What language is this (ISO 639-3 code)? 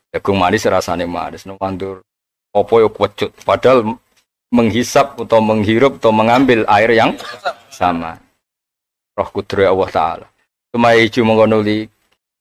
jav